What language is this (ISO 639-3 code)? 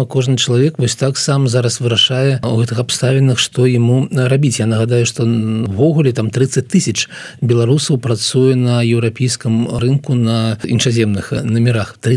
bel